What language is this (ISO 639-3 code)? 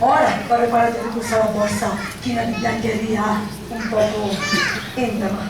scn